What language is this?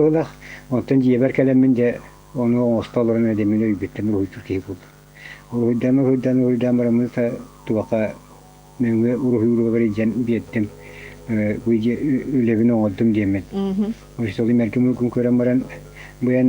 Yakut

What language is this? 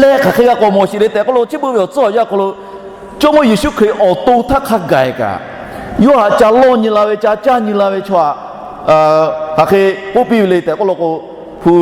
Lahu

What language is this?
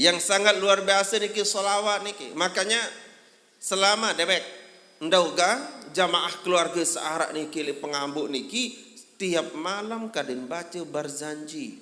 Sasak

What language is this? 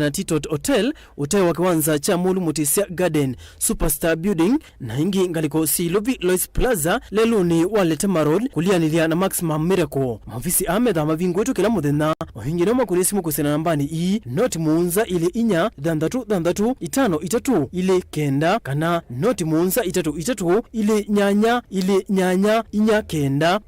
Kamba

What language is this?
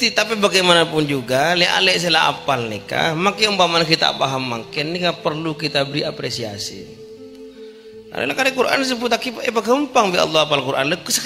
Madurese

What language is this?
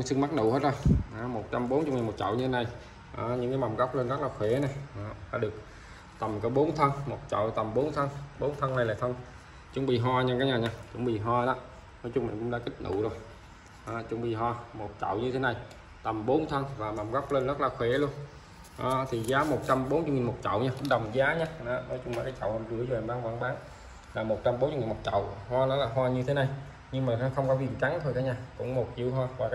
Vietnamese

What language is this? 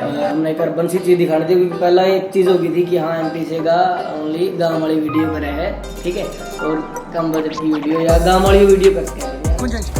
Haryanvi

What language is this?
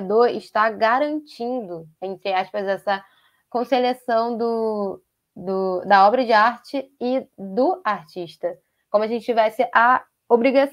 Portuguese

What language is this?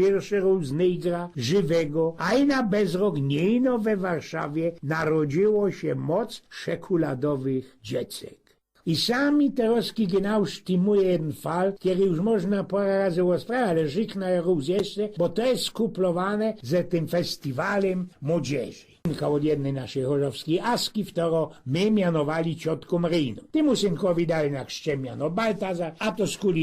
Silesian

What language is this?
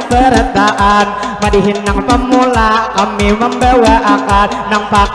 Banjar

